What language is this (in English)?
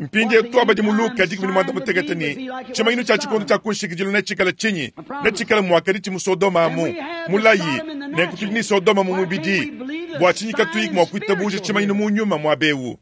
Luba-Lulua